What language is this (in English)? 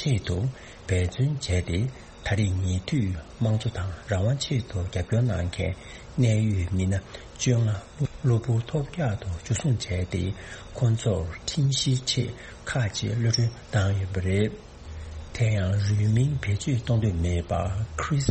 Tibetan